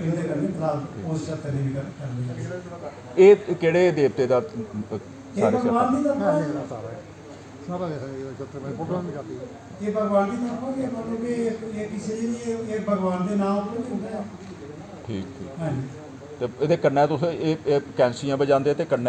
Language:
Dogri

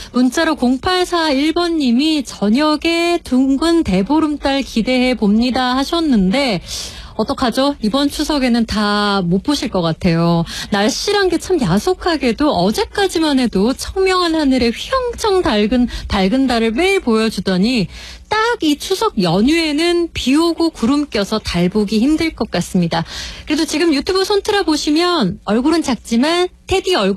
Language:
Korean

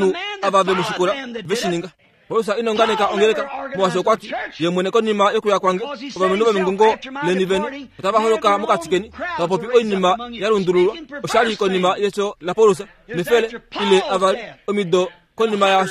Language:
Kuanyama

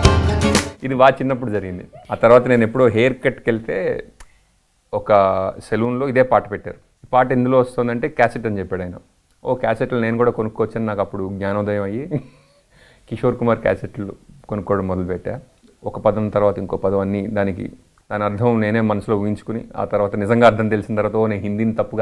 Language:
Telugu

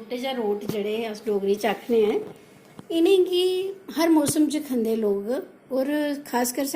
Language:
Dogri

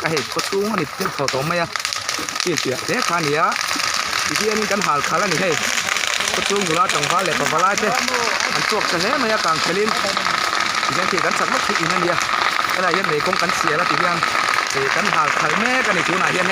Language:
Mizo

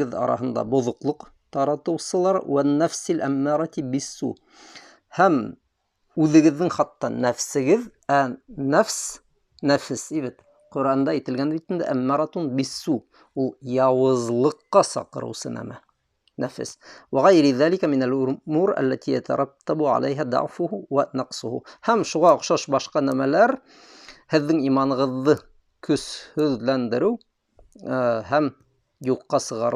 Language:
Bashkir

